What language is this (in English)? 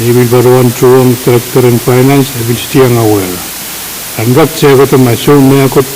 Pohnpeian